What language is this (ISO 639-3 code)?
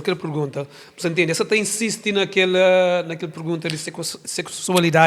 kea